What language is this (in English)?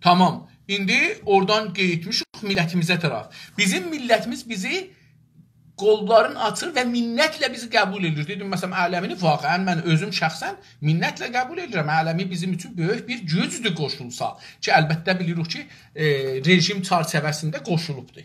South Azerbaijani